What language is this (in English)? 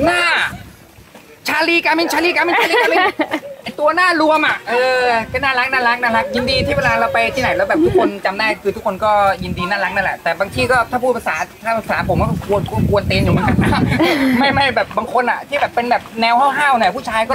Thai